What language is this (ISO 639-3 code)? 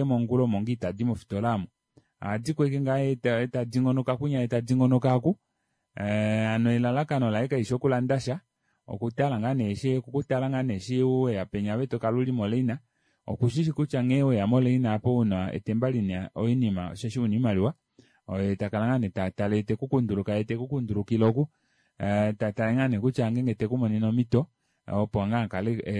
kua